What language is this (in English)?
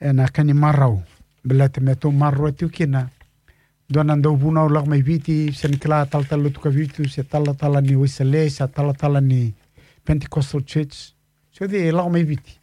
Fijian